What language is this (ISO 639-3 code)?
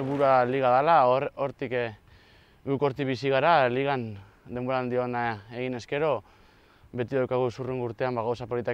eus